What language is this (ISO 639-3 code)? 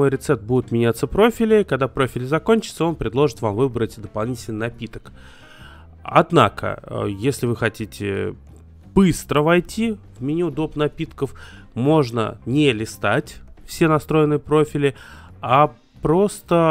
rus